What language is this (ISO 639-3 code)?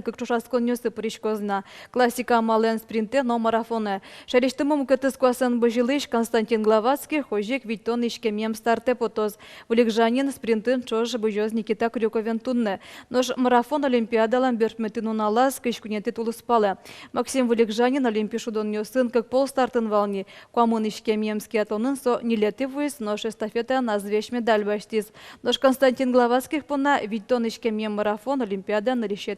udm